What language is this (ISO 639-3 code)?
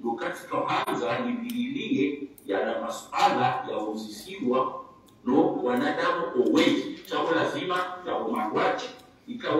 swa